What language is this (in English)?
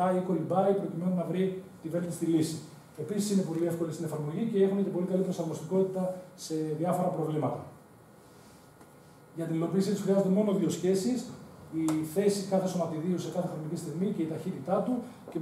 Greek